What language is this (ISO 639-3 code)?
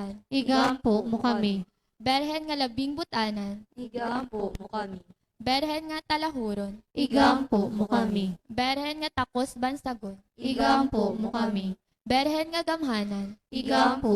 hil